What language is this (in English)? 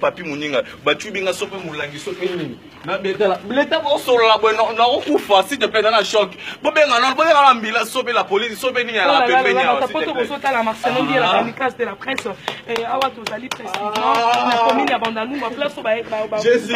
Lingala